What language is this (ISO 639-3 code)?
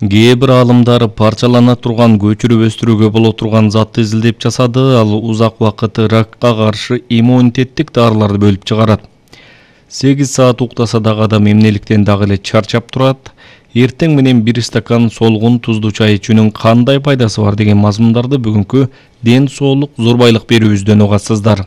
kir